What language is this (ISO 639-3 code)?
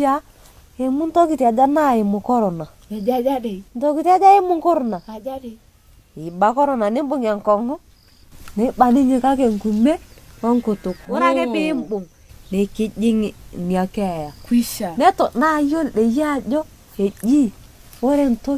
mas